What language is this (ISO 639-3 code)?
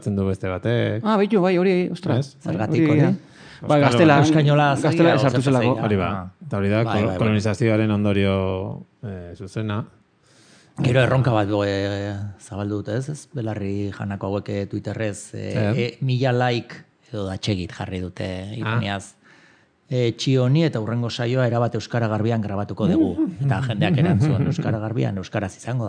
eus